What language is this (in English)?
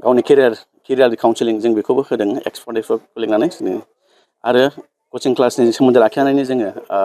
Bodo